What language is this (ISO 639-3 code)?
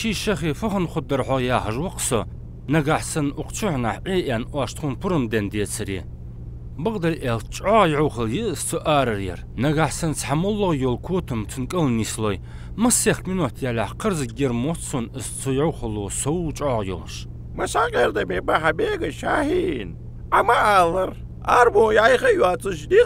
inh